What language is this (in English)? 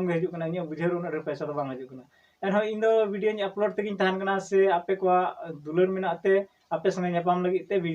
Santali